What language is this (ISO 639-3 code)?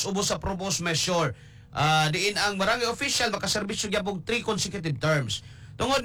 ceb